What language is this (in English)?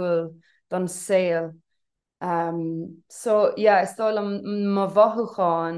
Irish